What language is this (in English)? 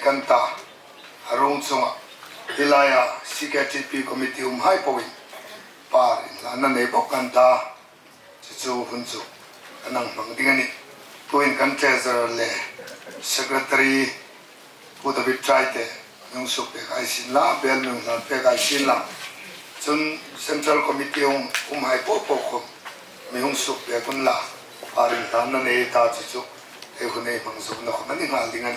Hmar